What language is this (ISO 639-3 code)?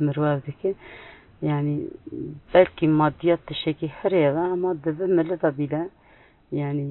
kur